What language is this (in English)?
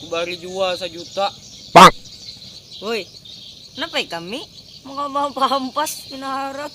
Banjar